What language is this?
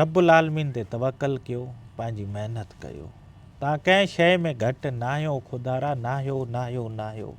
Sindhi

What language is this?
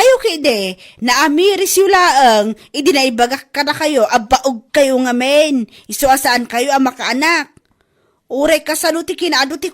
Iloko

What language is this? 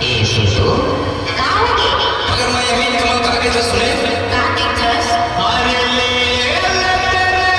Chhattisgarhi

